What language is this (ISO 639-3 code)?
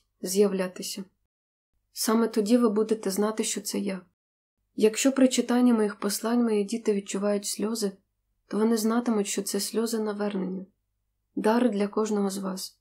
ukr